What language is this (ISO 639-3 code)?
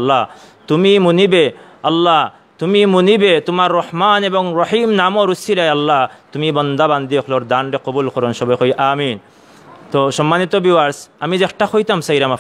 syl